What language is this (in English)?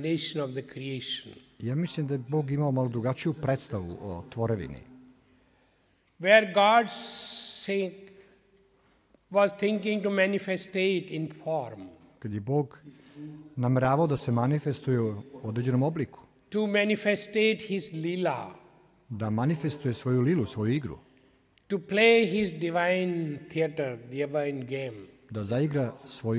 Serbian